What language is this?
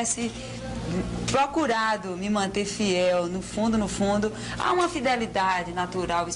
Portuguese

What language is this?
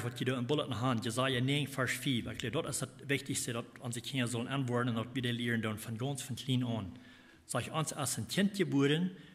Plautdietsch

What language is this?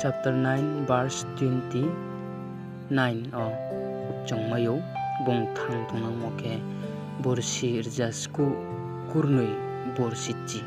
Riang (India)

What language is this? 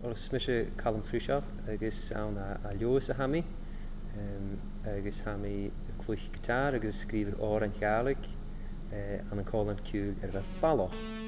Scottish Gaelic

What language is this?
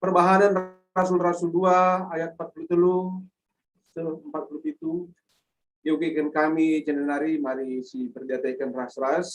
Batak Karo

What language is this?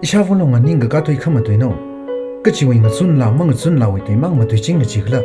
Tangkhul Naga (India)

